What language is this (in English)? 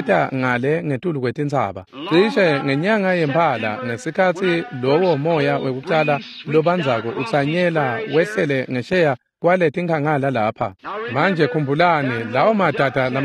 Swati